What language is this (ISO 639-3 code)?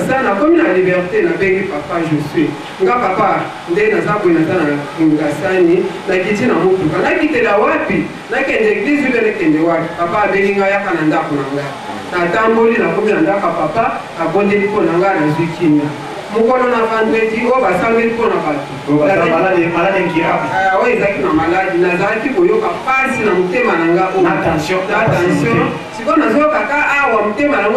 lin